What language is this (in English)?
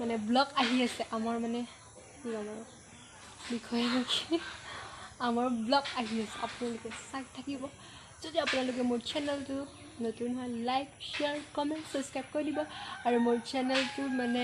Assamese